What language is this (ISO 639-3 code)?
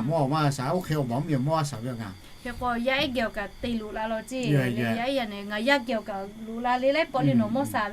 lhu